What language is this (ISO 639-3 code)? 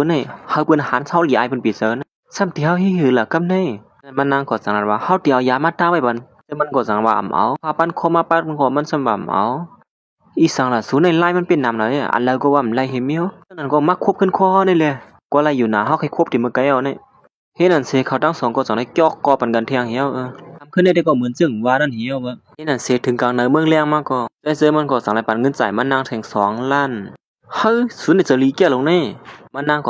shn